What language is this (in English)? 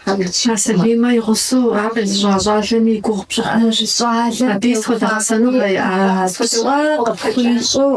Kabardian